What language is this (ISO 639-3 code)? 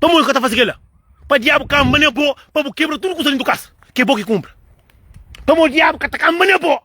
kea